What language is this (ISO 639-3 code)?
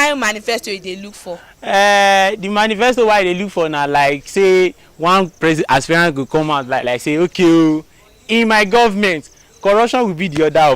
pcm